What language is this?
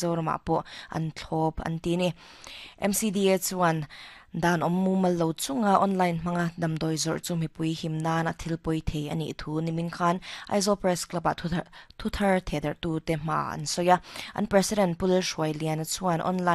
Mizo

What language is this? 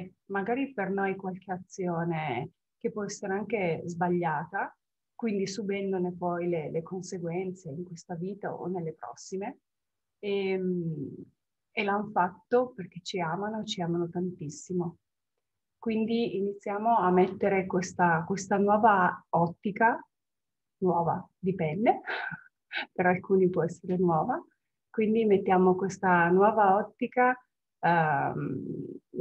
Italian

